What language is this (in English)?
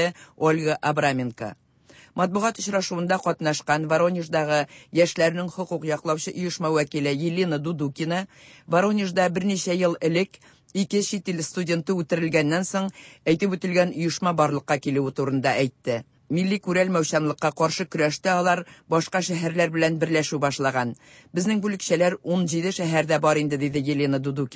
Tatar